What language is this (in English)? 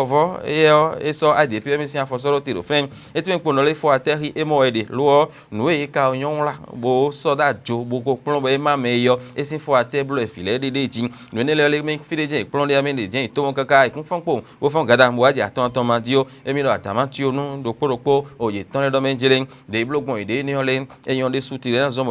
Fon